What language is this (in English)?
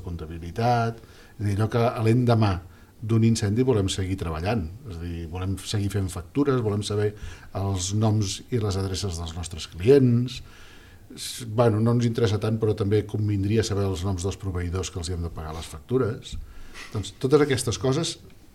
Catalan